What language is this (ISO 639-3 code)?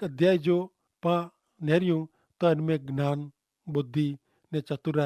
kfr